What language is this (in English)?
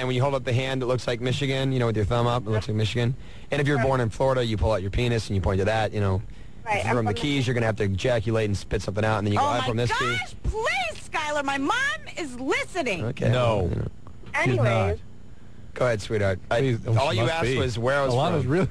English